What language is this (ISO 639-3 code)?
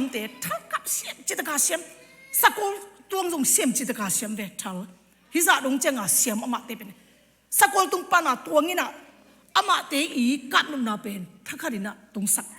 ctd